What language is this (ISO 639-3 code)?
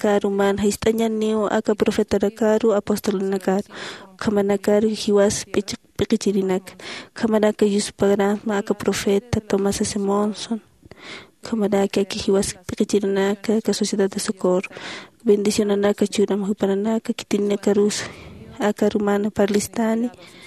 aym